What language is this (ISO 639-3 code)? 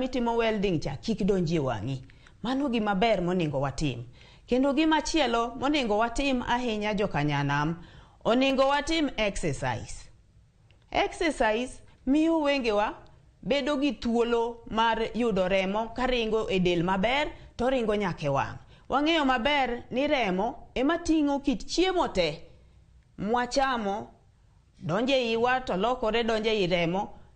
luo